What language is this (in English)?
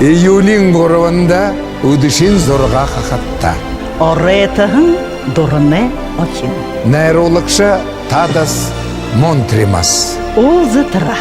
Buriat